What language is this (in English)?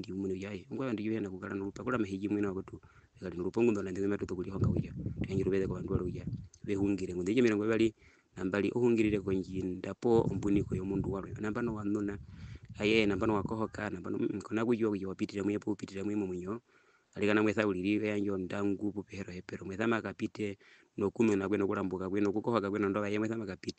Herero